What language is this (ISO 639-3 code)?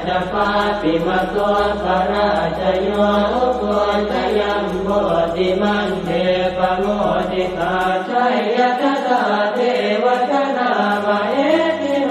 pli